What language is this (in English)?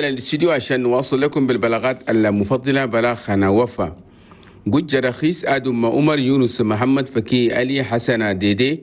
Chadian Arabic